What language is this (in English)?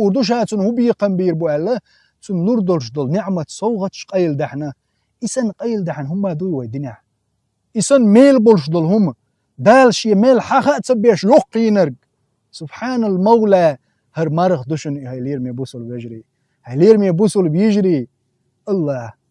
Chechen